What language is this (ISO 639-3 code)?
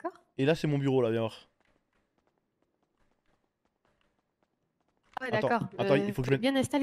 fra